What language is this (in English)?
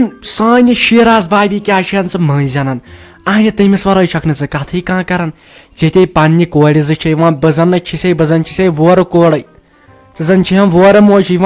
Kashmiri